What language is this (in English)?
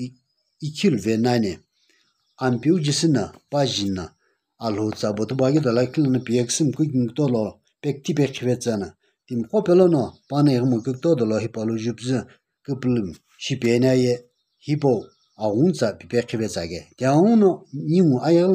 Sumi Naga